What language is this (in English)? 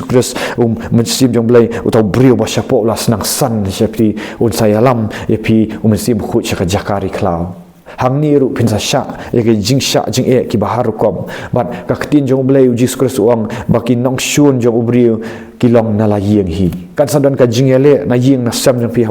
Khasi